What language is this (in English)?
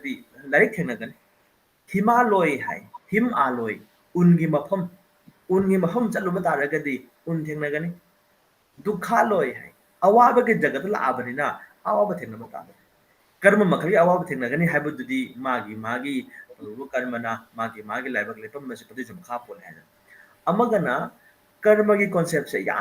Manipuri